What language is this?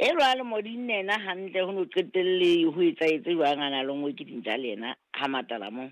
Southern Sotho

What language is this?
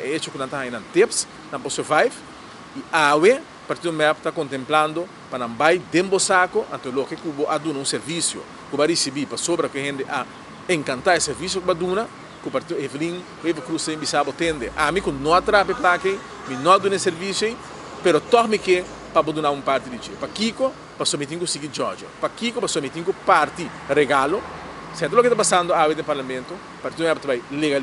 Papiamento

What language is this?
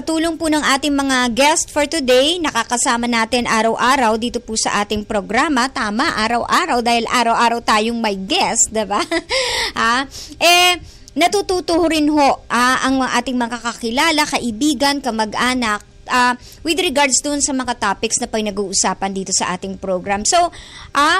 Filipino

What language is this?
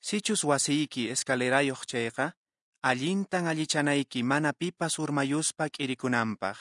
Quechua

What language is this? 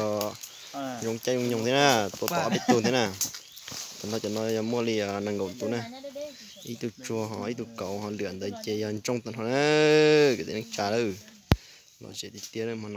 Hmong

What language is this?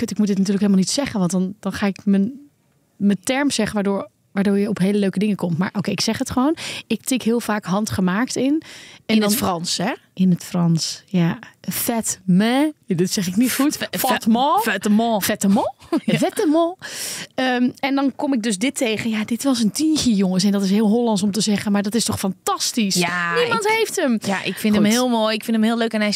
Dutch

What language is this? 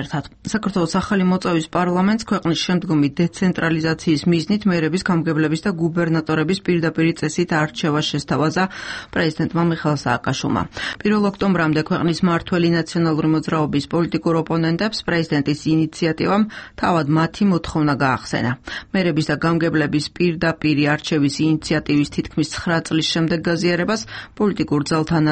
Georgian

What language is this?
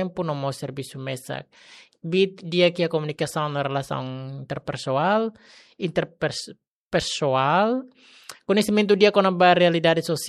Tetum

